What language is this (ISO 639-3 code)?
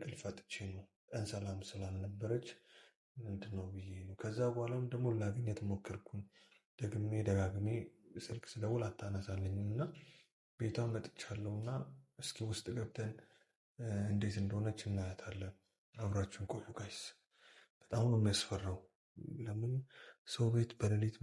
amh